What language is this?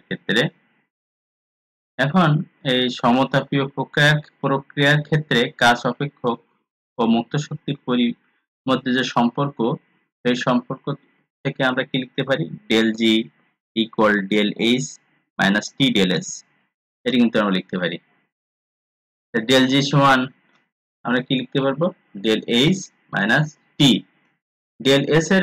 Bangla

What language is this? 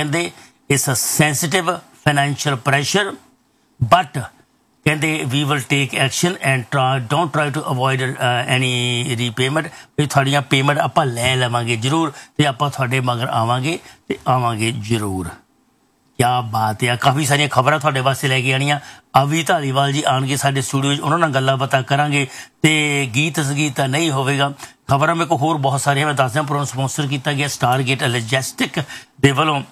Punjabi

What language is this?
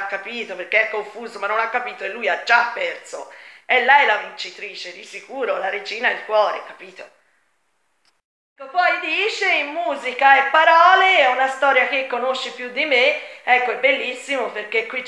Italian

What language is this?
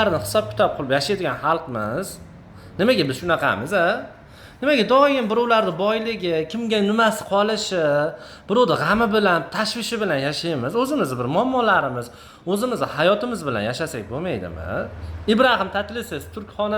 Uzbek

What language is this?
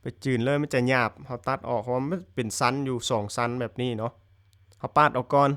Lao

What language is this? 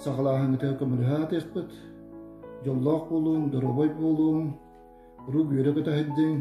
Yakut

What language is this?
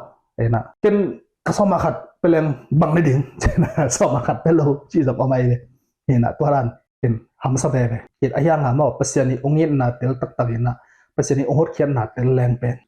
Tedim Chin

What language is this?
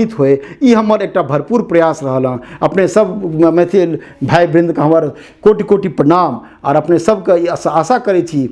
Maithili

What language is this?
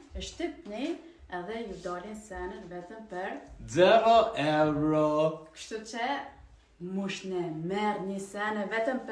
Albanian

